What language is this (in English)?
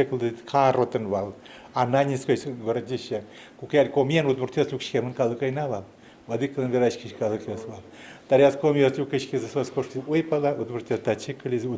Udmurt